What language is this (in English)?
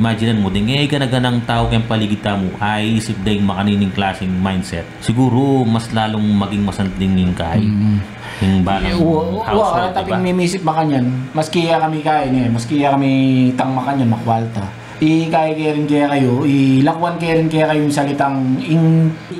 Pampanga